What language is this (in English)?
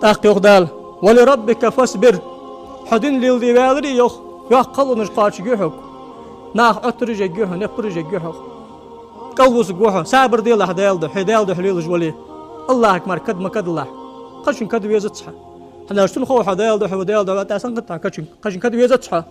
Ingush